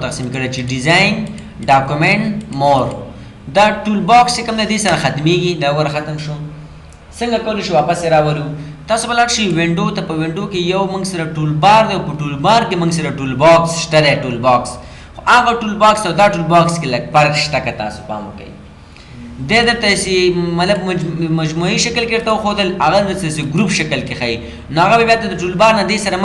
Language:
Pashto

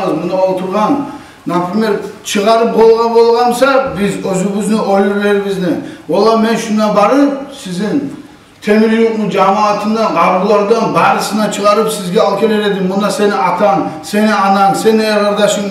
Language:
Kumyk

